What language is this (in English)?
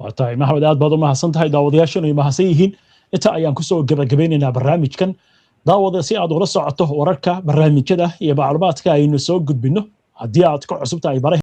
Somali